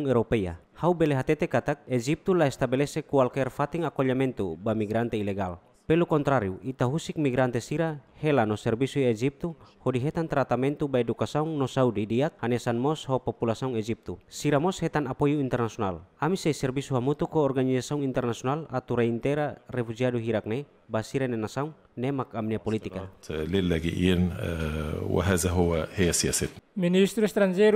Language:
Tetum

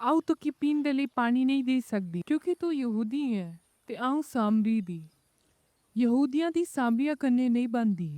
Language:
Dogri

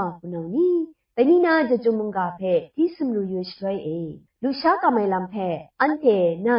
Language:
Kachin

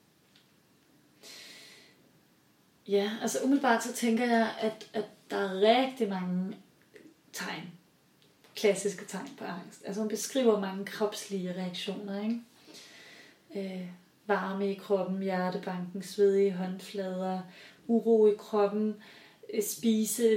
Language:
Danish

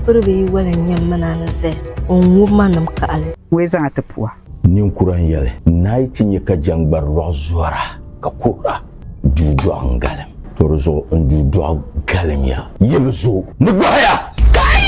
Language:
Dagbani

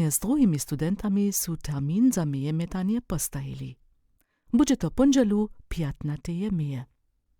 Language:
Upper Sorbian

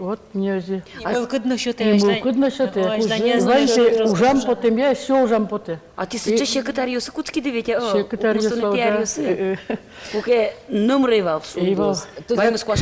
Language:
Udmurt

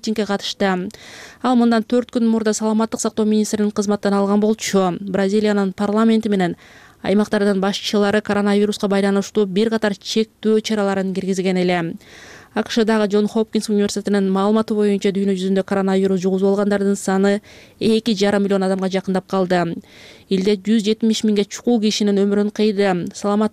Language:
Kyrgyz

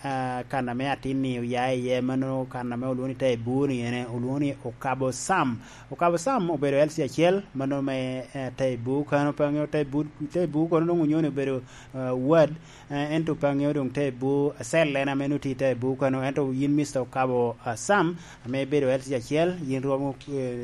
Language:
Lango (Uganda)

